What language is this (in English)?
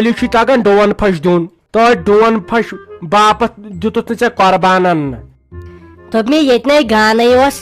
Kashmiri